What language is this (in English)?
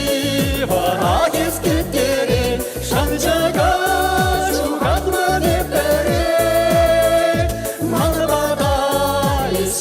Chuvash